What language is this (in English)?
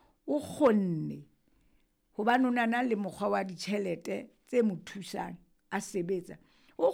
Southern Sotho